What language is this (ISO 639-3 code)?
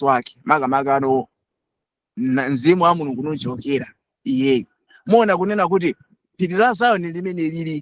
nya